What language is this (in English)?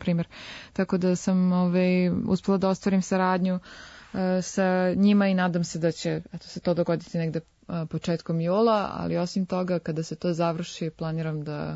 Serbian